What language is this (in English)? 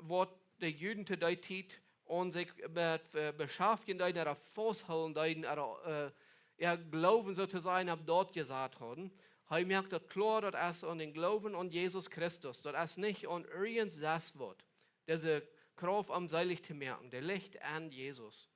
Plautdietsch